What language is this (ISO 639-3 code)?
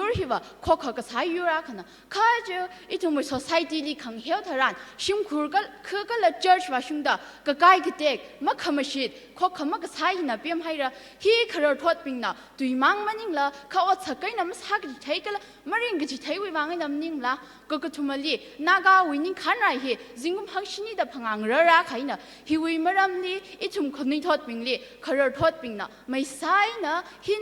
nmf